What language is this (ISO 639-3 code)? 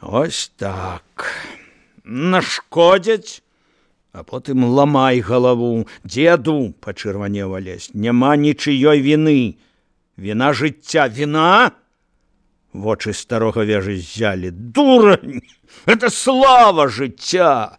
bel